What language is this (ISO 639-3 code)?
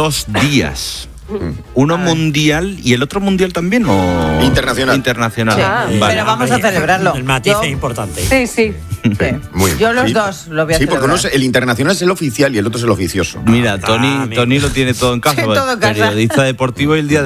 spa